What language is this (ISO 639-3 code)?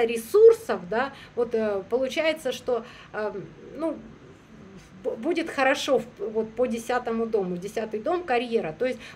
rus